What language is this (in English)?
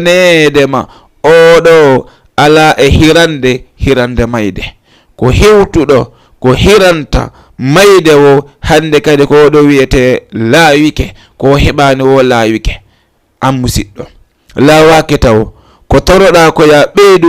Fula